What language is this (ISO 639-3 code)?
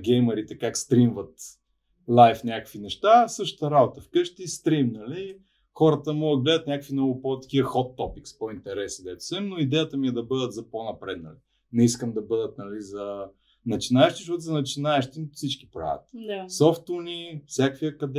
bul